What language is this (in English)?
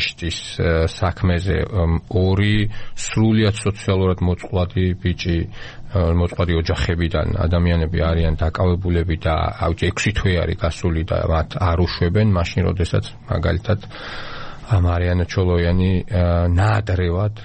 Georgian